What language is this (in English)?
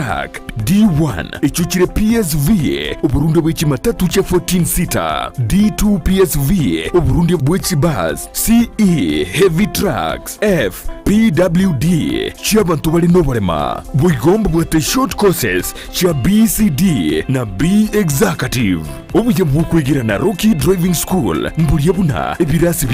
Gusii